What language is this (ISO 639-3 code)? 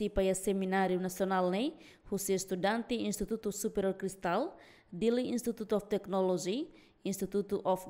tet